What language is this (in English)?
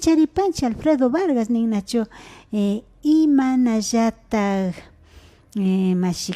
Imbabura Highland Quichua